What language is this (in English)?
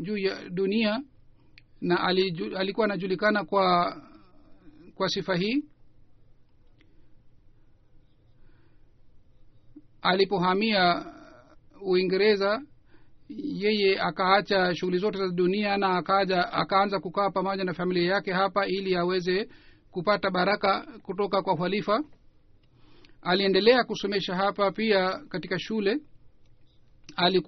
Swahili